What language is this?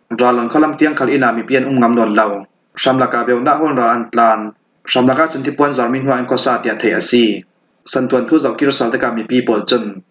Falam Chin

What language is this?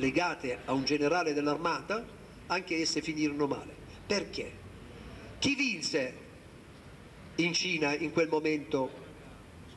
Italian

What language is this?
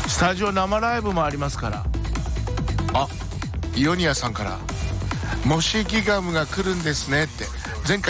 Japanese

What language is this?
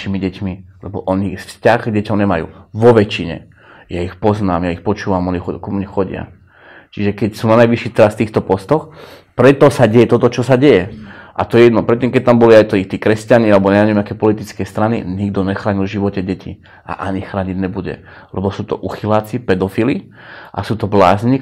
Slovak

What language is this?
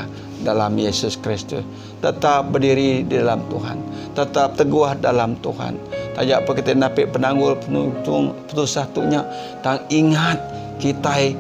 Iban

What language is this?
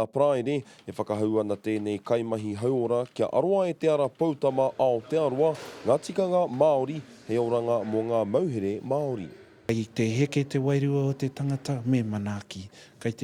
Māori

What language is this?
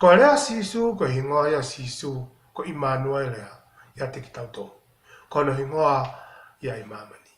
Tongan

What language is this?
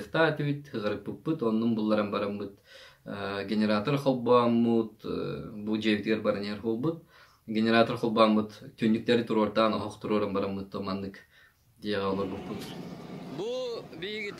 Yakut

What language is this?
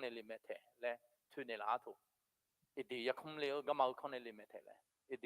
Akha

